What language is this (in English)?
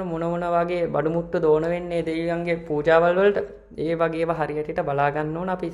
Sinhala